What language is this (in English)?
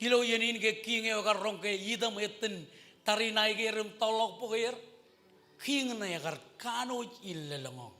Marshallese